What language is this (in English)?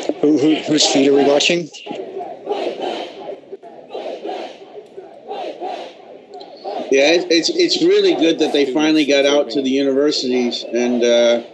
English